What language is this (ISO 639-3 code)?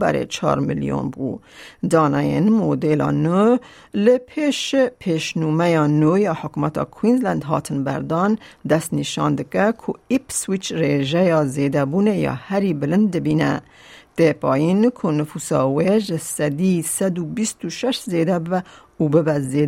kur